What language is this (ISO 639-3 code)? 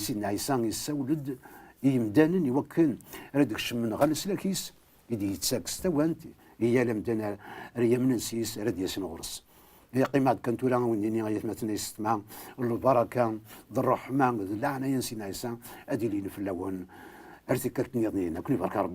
kab